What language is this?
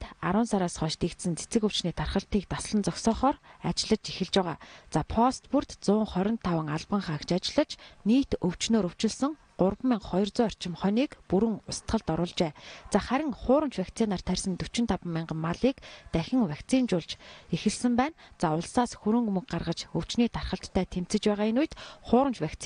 Mongolian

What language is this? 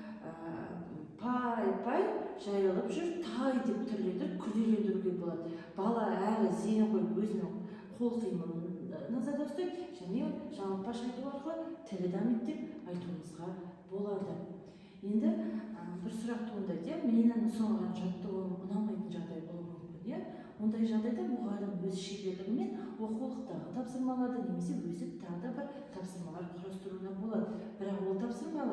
Kazakh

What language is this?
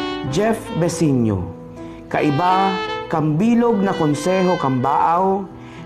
Bikol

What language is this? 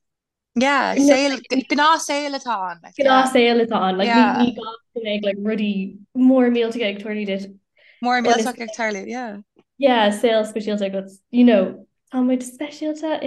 Irish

